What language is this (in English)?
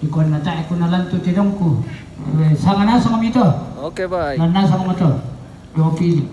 Toraja-Sa'dan